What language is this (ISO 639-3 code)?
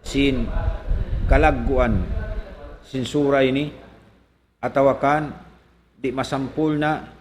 tsg